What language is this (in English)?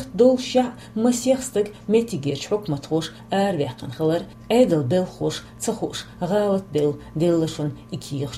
Chechen